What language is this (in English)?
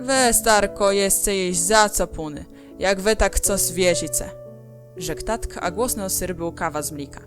Kashubian